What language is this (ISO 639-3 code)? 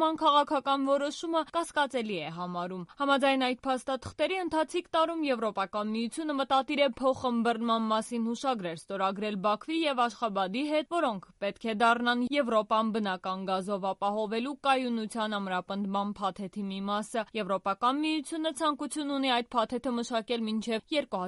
hye